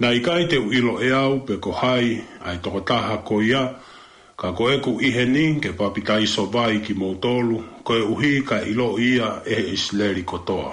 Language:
Tongan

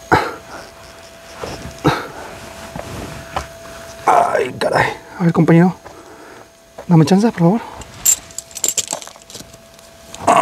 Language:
Spanish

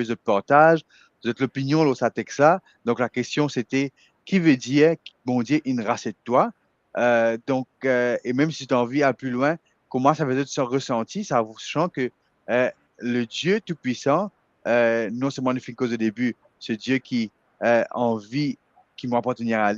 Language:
Morisyen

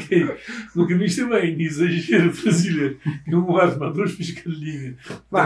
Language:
Kabuverdianu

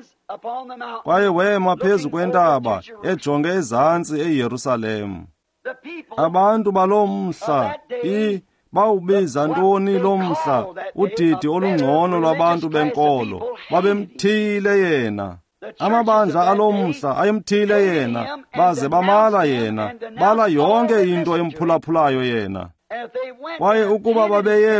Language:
Xhosa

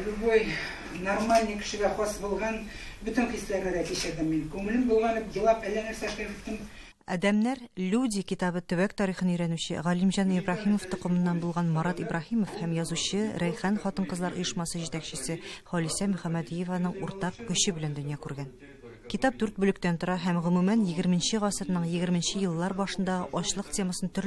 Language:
Tatar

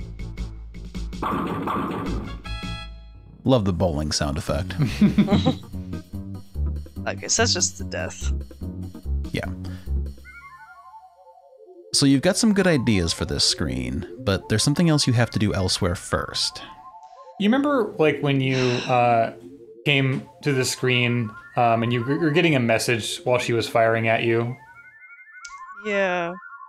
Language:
English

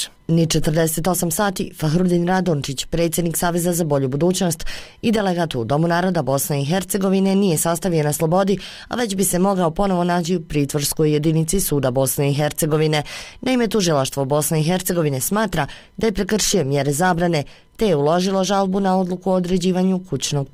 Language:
Bosnian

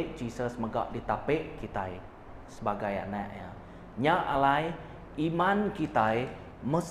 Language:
Iban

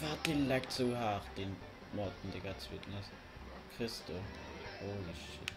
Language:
Luxembourgish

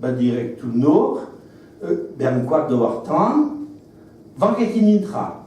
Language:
Breton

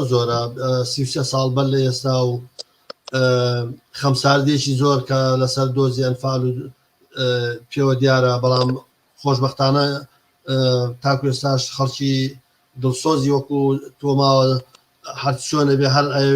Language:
Central Kurdish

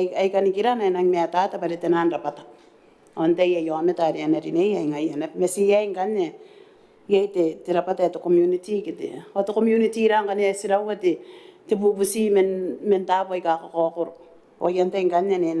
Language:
Gilbertese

